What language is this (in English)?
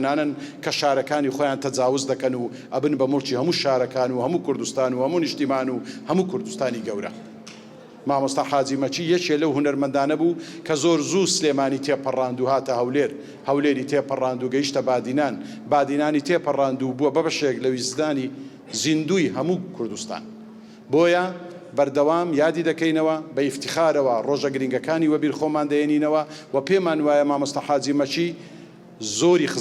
Central Kurdish